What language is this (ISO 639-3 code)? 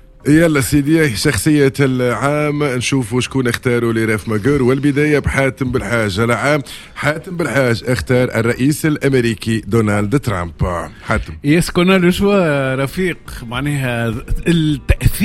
aeb